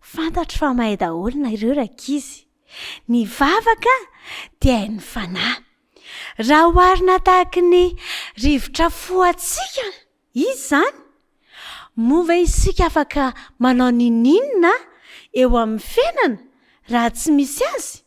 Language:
Malagasy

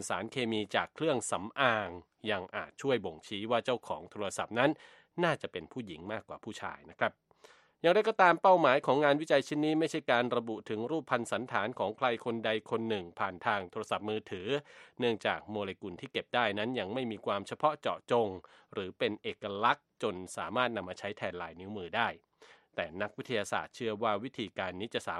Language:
Thai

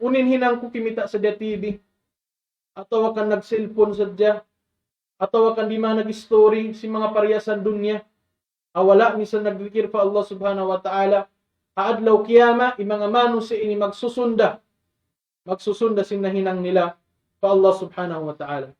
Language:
Tausug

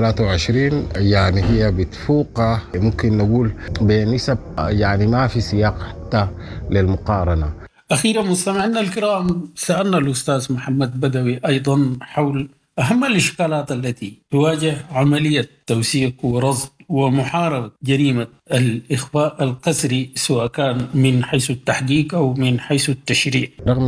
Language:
Sudanese Arabic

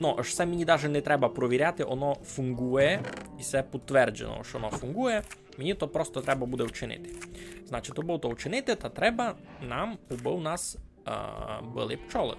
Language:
Rusyn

